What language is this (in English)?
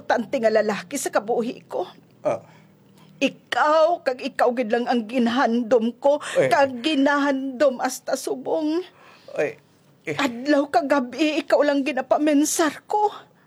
Hiligaynon